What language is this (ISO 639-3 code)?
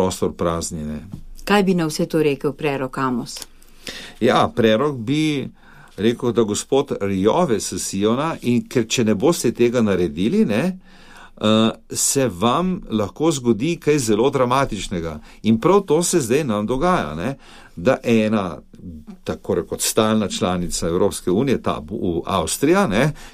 slv